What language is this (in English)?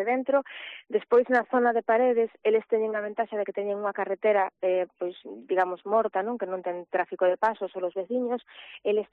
Galician